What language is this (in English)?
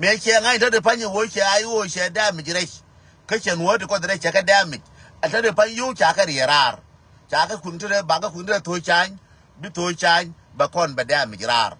Nuer